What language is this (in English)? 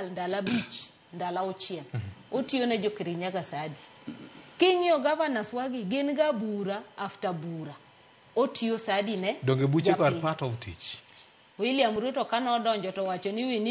Luo (Kenya and Tanzania)